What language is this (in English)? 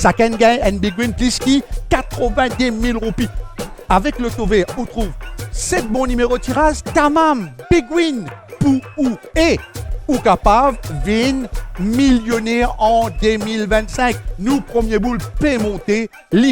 Morisyen